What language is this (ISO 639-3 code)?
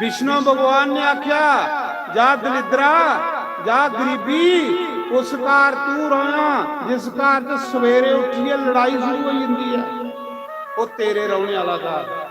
doi